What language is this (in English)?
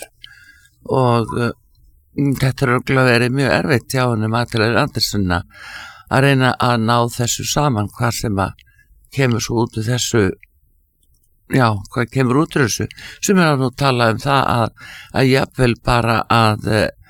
Icelandic